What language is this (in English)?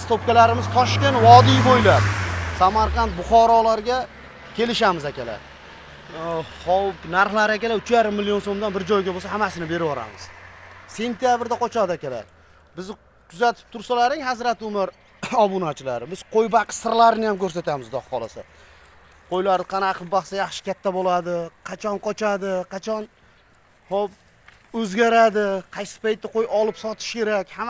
Uzbek